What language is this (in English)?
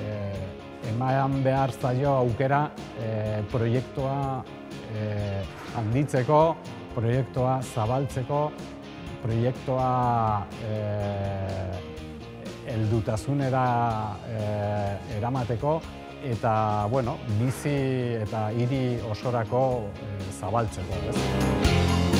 Basque